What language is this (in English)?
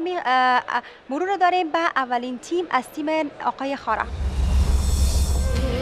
Persian